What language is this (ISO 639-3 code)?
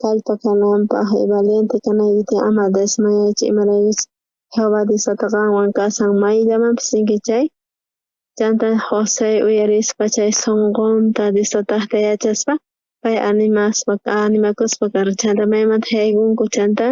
quh